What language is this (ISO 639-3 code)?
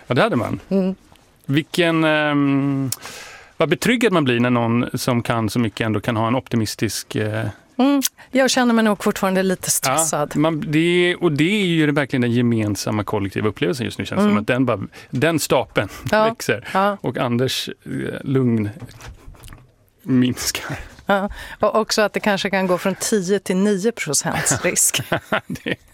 swe